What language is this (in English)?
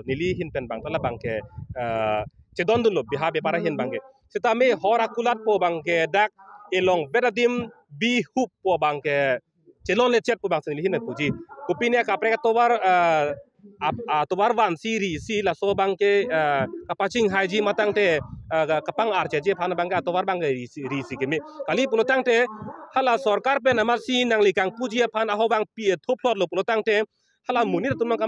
Karbi